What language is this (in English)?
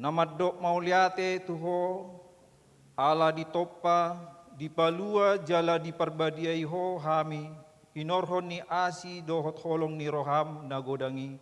Batak Toba